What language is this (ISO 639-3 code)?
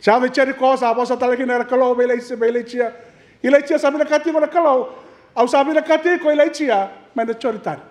fij